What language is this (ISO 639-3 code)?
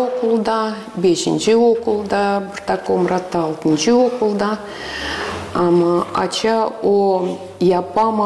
gag